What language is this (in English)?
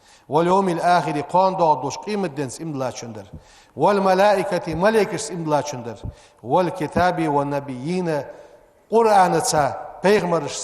Ingush